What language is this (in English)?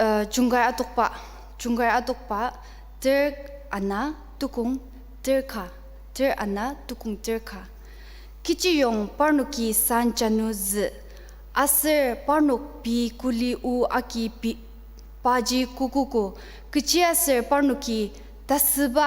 Ao Naga